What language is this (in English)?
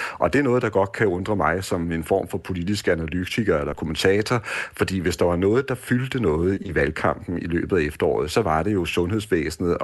Danish